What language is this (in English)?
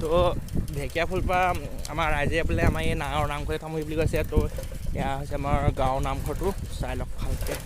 Assamese